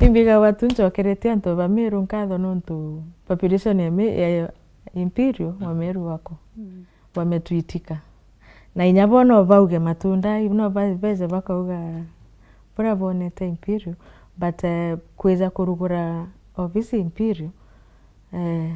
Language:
Meru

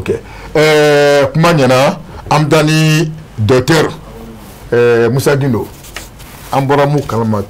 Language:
Bambara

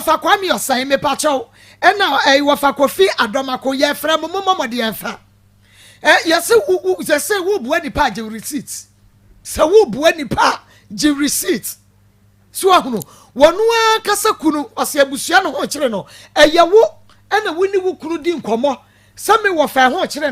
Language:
Akan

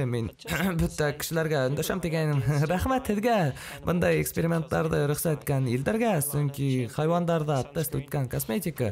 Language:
Bashkir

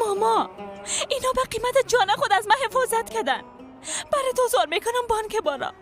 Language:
Persian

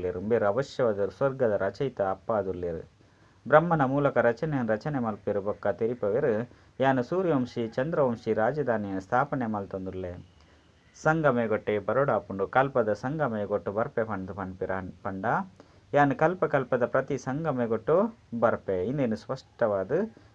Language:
Tulu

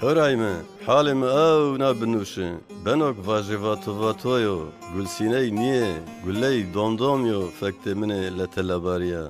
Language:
Zaza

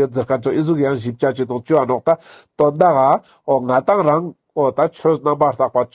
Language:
Ladakhi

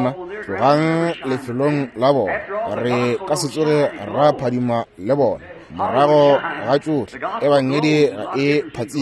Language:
Northern Sotho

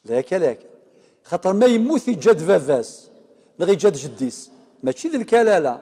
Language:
Kabyle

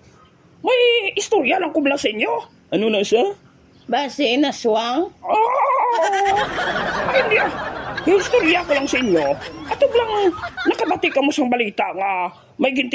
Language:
Hiligaynon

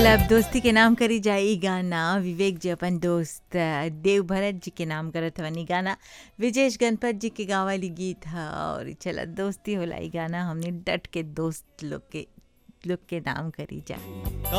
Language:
Bhojpuri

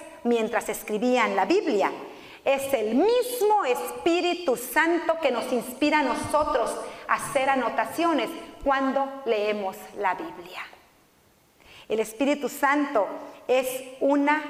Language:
Spanish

